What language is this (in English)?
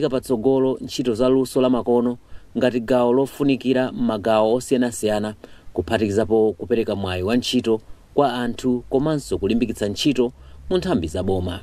Nyanja